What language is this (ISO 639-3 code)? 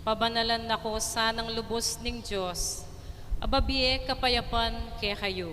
pam